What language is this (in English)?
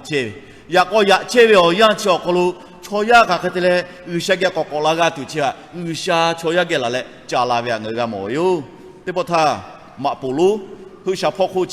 Lahu